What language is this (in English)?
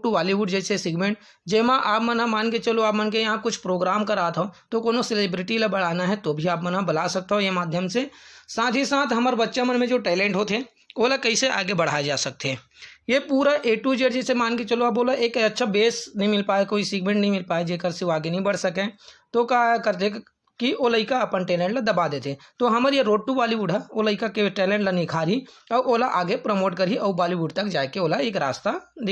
Chhattisgarhi